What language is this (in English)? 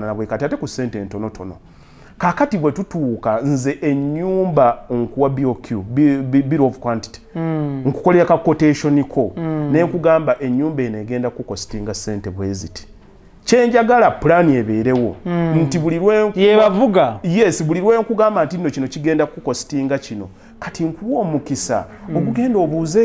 Ganda